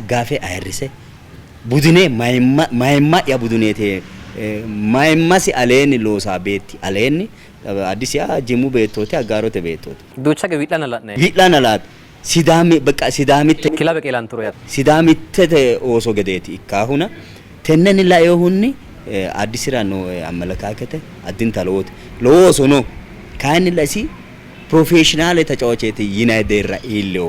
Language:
Sidamo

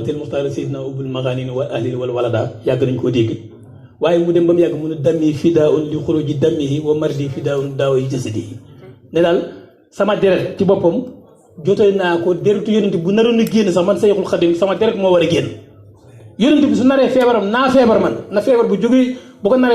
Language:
Wolof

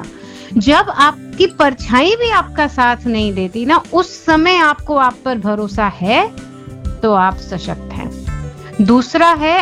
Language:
Hindi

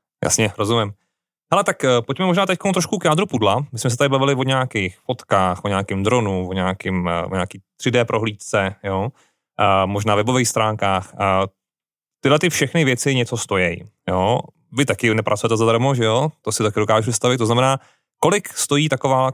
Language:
Czech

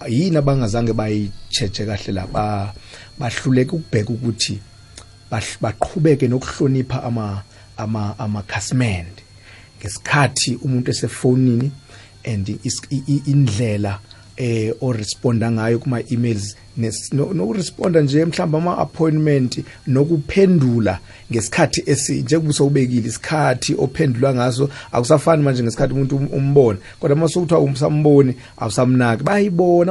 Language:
South Ndebele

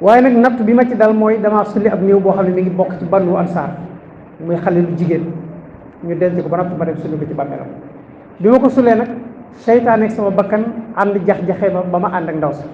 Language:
Wolof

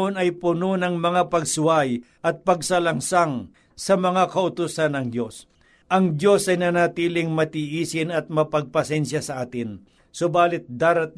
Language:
Filipino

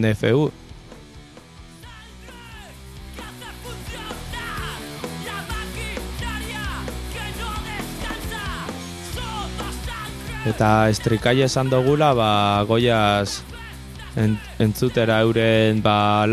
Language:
Basque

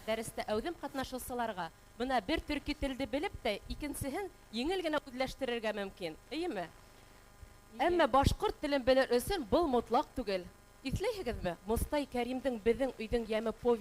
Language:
Bashkir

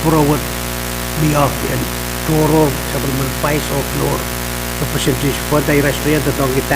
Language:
Pohnpeian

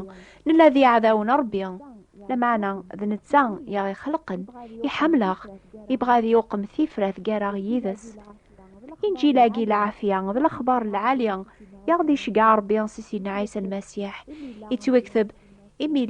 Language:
Kabyle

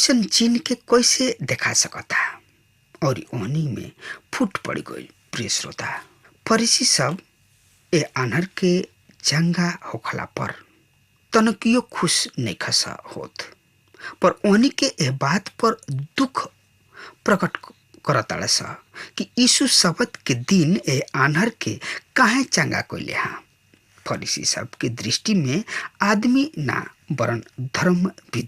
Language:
Bhojpuri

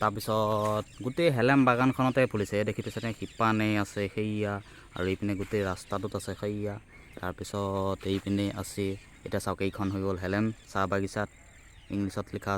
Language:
Assamese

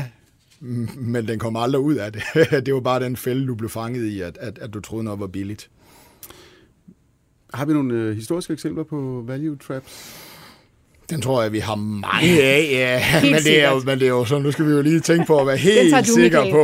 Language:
Danish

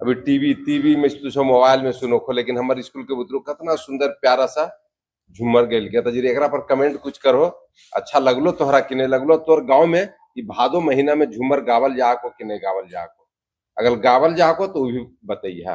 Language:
Magahi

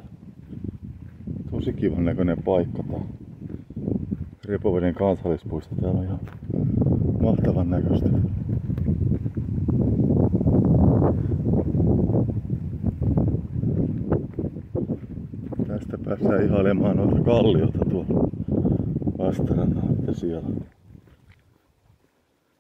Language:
Finnish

